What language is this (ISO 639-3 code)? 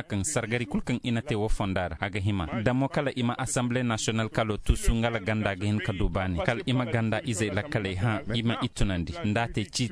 dje